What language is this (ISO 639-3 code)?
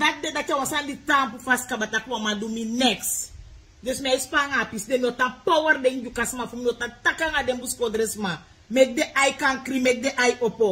srn